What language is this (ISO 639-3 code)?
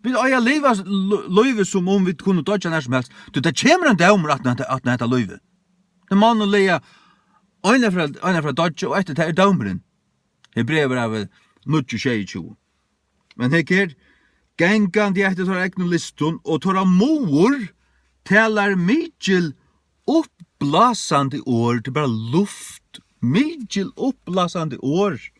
fao